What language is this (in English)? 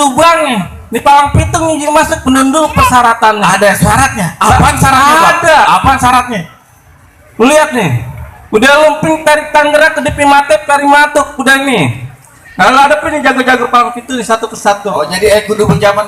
Betawi